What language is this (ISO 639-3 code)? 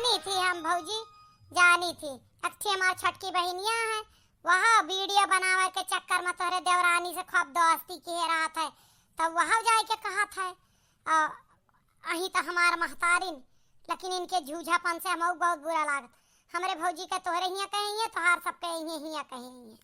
awa